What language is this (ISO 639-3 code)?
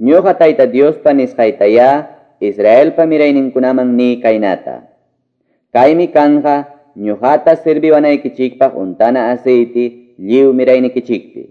que